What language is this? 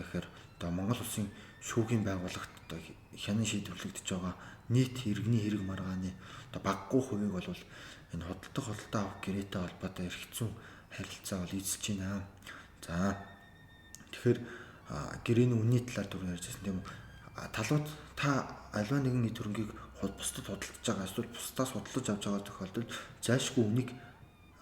Mongolian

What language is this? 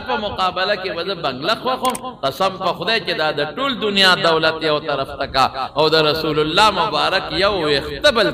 Pashto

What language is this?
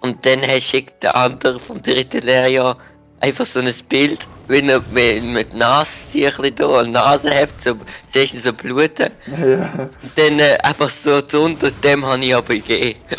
Swiss German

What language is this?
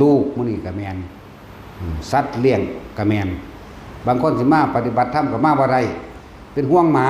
Northeastern Thai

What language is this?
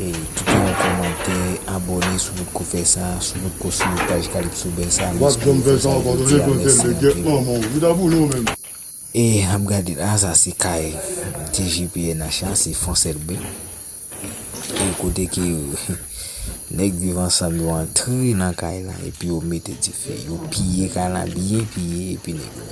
Haitian Creole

